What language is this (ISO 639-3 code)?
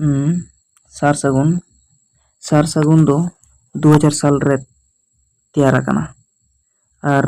sat